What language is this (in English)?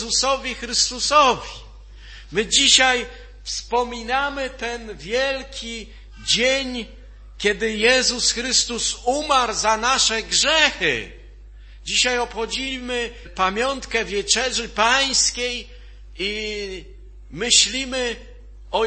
Polish